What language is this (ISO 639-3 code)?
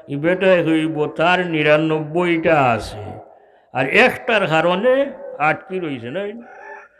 syl